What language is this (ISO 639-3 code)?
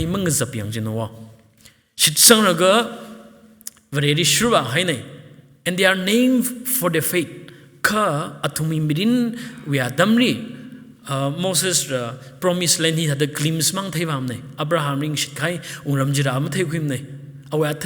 nmf